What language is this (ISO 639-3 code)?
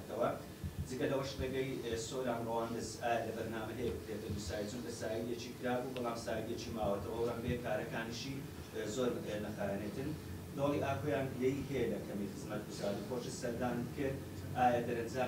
ckb